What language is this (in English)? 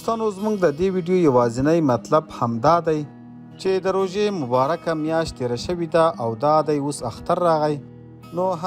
Pashto